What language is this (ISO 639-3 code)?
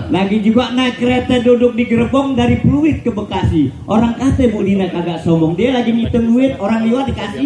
bew